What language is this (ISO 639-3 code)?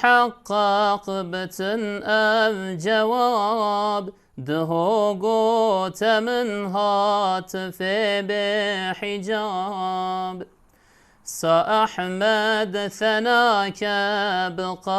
kur